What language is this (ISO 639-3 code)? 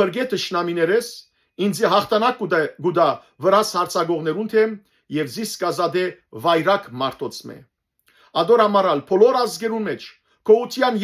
hyw